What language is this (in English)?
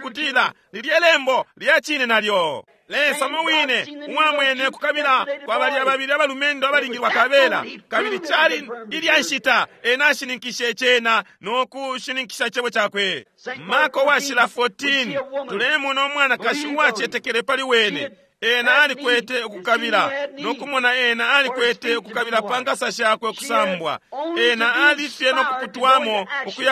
Bemba